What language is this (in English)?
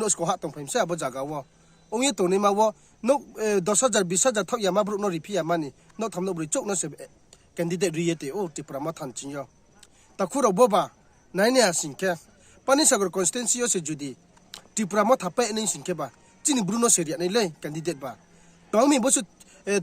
Riang (India)